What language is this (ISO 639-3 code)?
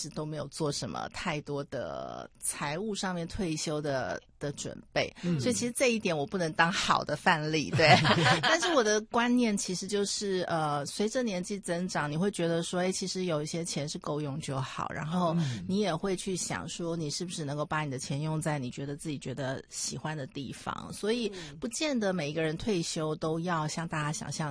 zho